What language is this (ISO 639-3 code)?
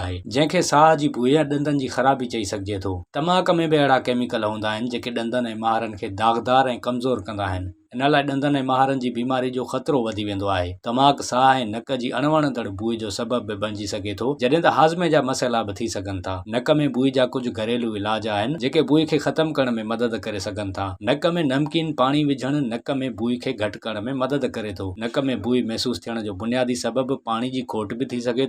snd